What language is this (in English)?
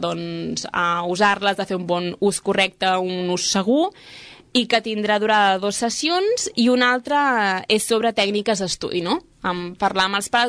Catalan